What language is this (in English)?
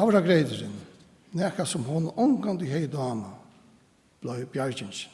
Faroese